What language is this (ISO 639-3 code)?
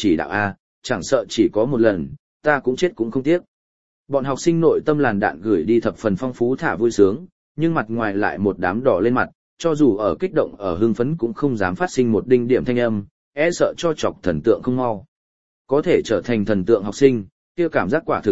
vie